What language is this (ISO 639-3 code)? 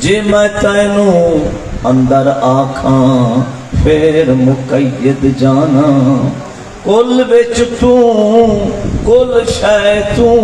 skr